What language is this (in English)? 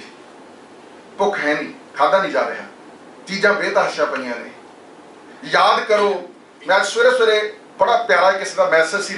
Punjabi